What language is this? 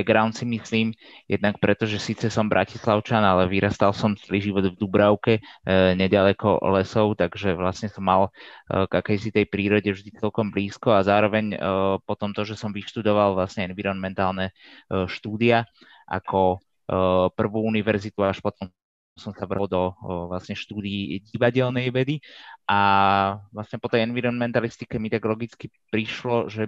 Slovak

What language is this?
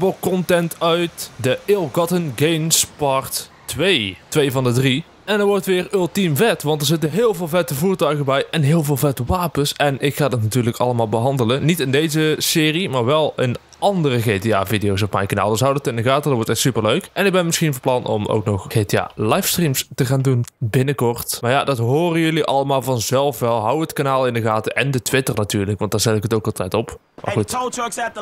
Dutch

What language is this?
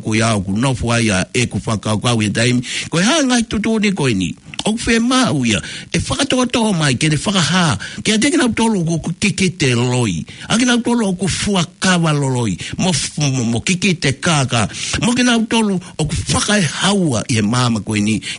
Tongan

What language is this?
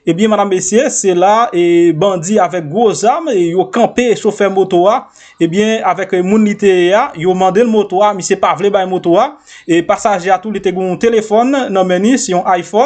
Haitian Creole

